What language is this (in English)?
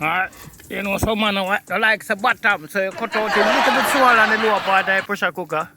Jamaican Creole English